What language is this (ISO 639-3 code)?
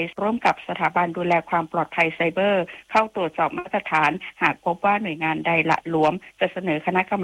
tha